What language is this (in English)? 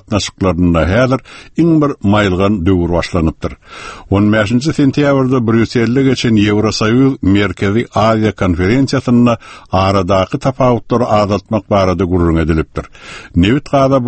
Turkmen